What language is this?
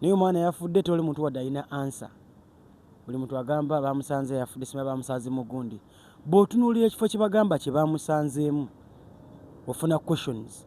Ganda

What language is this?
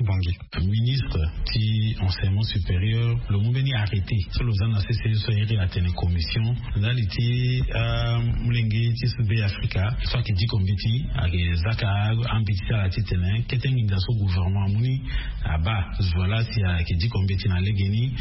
Sango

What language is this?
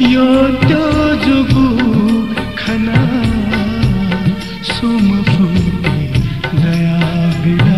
Newari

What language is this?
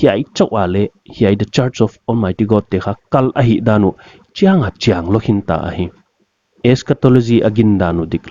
Paite Chin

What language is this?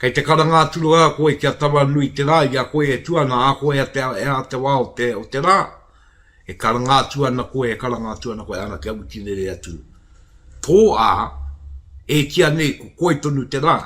Māori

